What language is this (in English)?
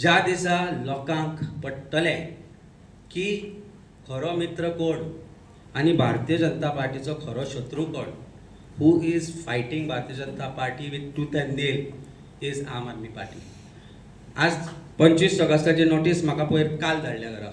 Konkani